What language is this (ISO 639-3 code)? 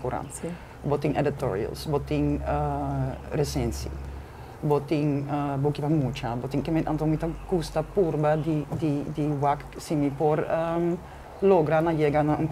pap